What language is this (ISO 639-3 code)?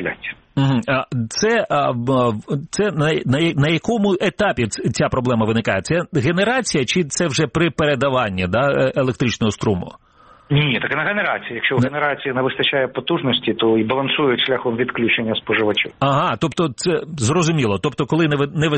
ukr